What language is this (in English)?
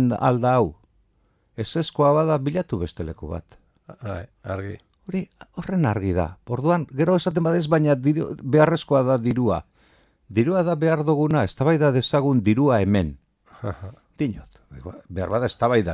Basque